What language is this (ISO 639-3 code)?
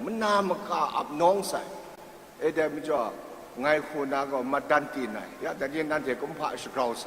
kac